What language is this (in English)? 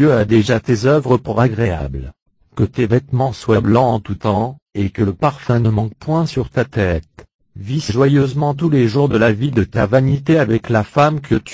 French